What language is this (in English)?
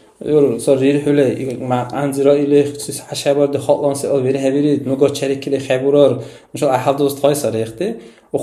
Dargwa